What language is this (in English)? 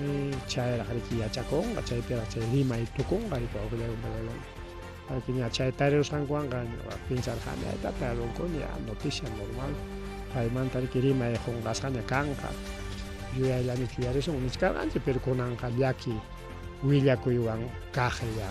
Ayacucho Quechua